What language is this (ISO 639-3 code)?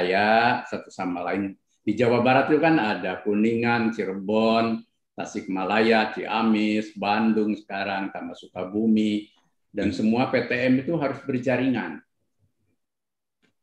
ind